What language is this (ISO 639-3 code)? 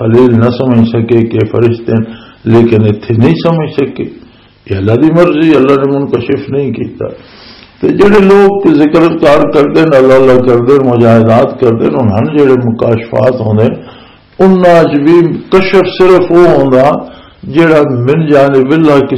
lah